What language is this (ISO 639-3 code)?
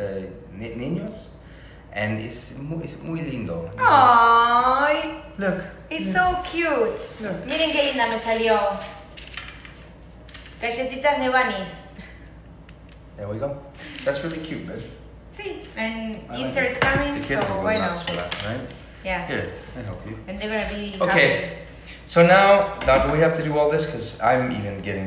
eng